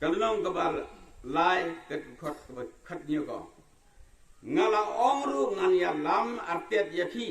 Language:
Khasi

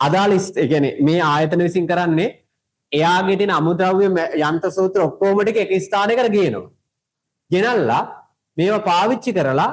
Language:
Sinhala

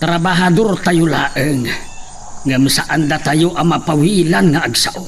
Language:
Iloko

